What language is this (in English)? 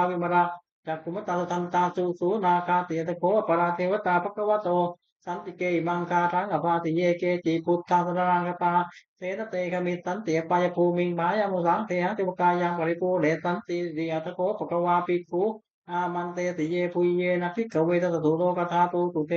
Pali